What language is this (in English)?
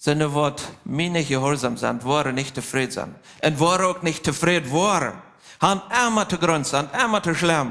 Plautdietsch